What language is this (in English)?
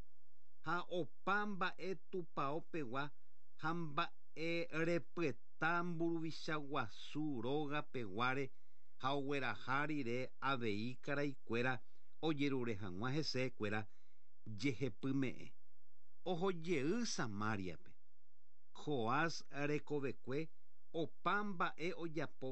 Guarani